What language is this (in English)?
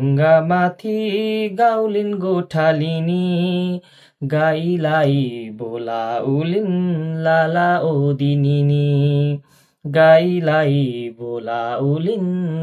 Nepali